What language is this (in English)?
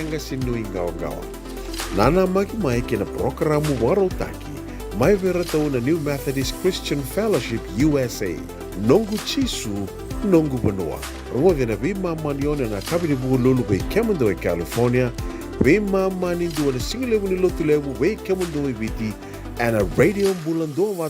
Fijian